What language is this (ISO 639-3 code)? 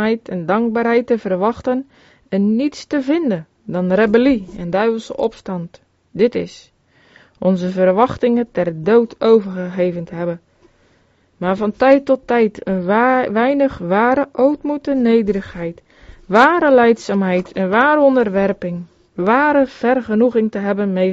nld